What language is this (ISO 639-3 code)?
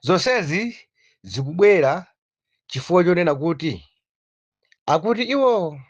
nya